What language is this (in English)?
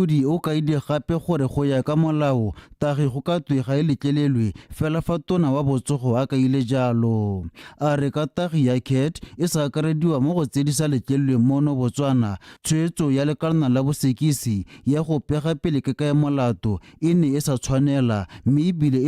Tswana